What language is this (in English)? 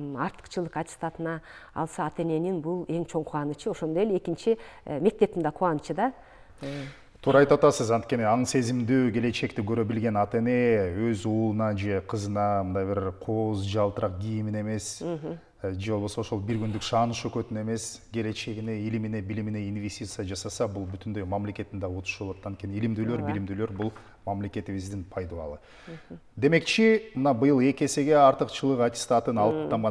Kyrgyz